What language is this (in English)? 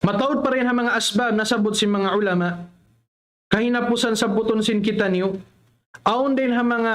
Tausug